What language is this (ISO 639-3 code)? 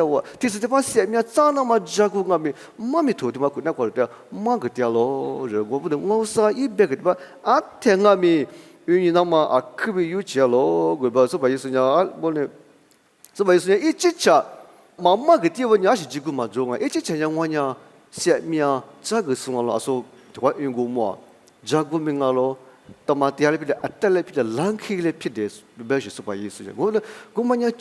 lis